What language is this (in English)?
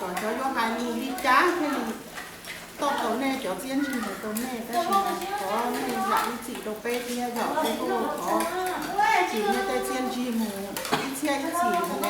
Hmong